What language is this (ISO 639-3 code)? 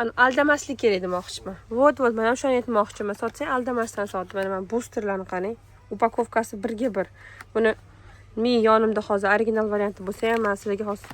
uzb